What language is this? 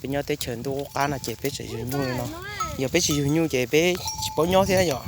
Hmong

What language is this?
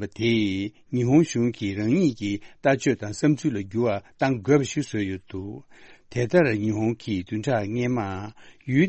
Tibetan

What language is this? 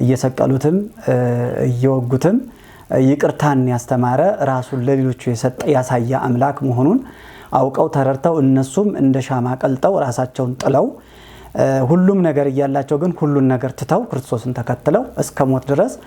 Amharic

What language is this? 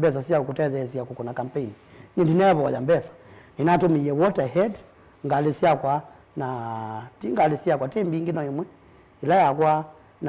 Kamba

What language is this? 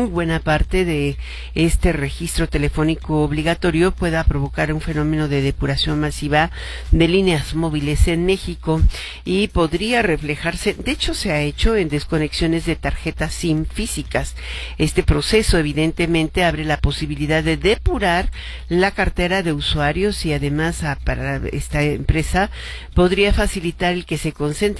Spanish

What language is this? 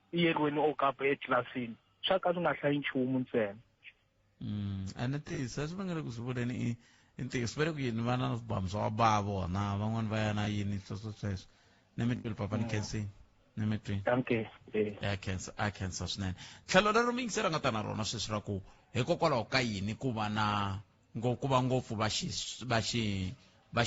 Tsonga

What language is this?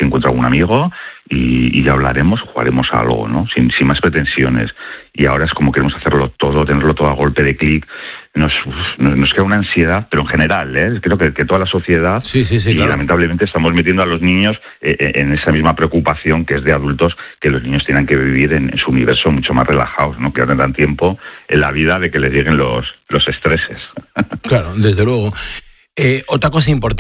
Spanish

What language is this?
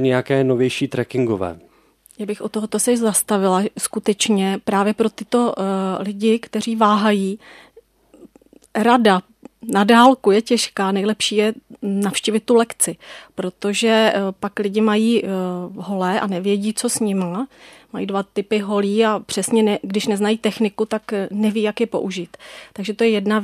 Czech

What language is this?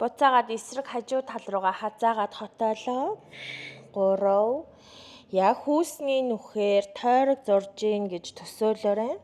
Mongolian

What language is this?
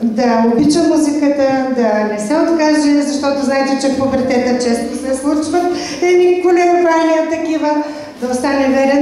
Bulgarian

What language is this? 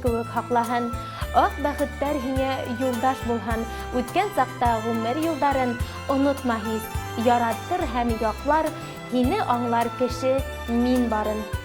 Bashkir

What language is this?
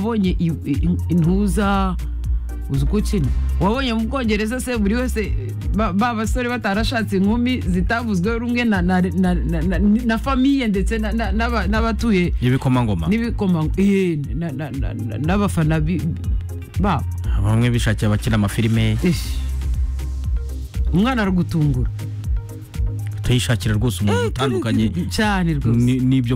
Kinyarwanda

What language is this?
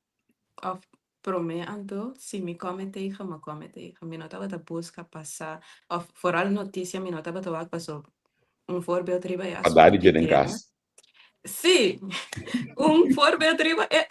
Papiamento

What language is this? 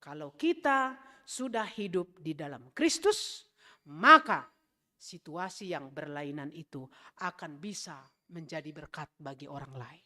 Batak Simalungun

